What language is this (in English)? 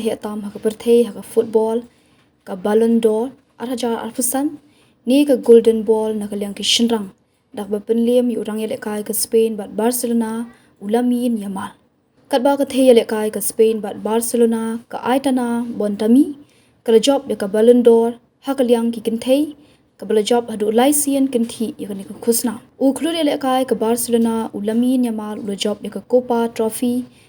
Khasi